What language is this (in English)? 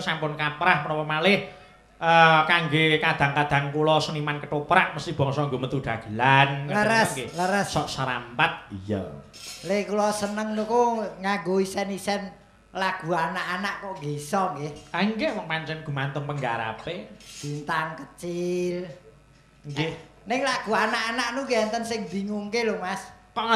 Javanese